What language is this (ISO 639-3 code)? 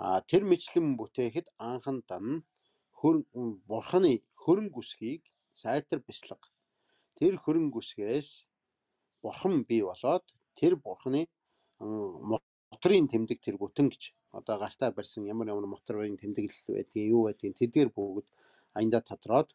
mon